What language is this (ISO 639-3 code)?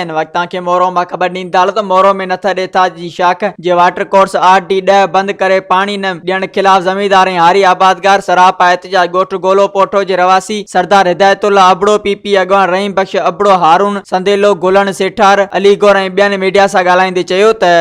snd